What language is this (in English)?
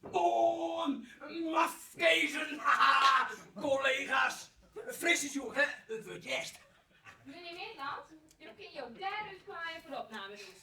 Western Frisian